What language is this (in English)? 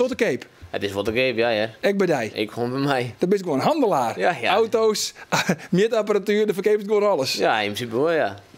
Western Frisian